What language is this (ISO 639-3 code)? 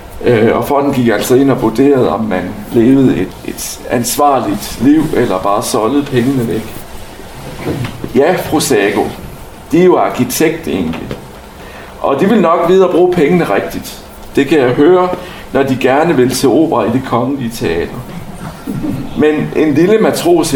dan